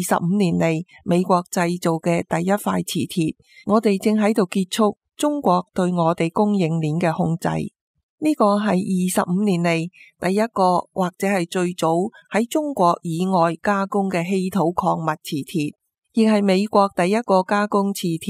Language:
Cantonese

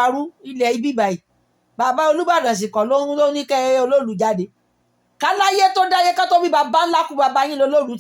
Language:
Yoruba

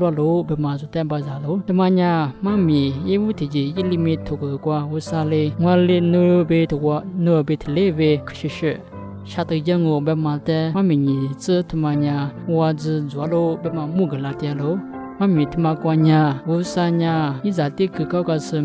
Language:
Lisu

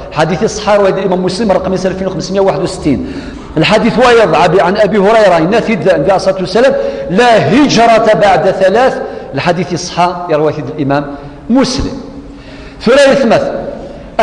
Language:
Kabyle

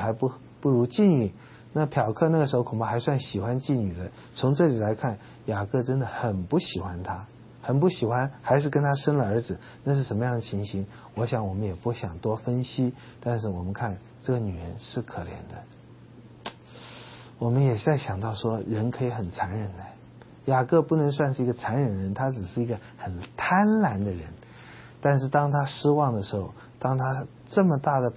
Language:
Chinese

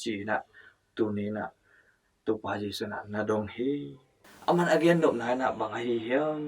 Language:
Tedim Chin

